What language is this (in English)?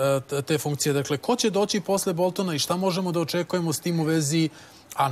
Serbian